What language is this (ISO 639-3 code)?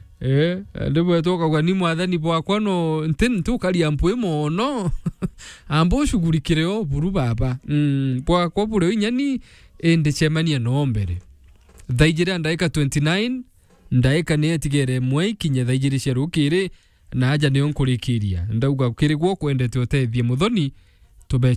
mer